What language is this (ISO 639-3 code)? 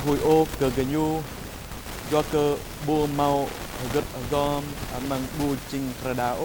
jra